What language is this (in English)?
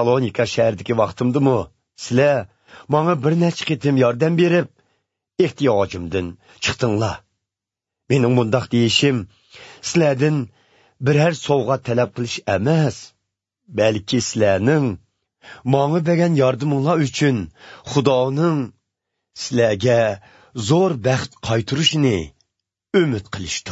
Uyghur